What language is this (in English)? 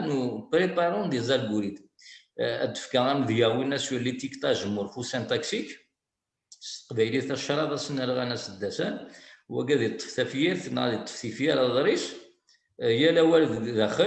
Kabyle